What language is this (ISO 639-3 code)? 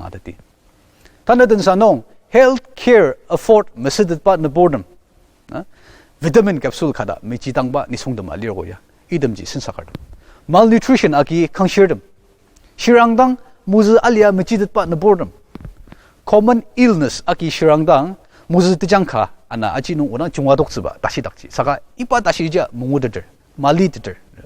njo